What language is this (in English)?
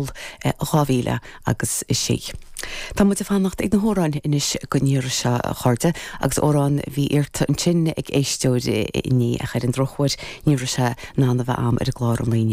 Irish